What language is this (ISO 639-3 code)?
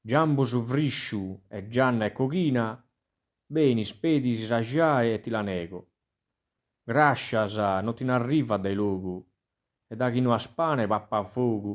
srd